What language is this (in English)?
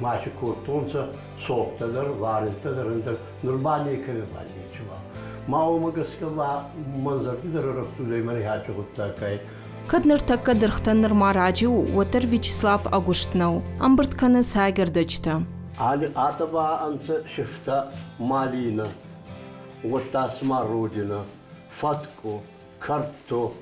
Ossetic